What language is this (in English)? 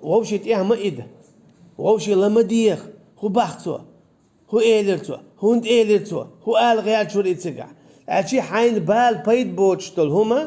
Chechen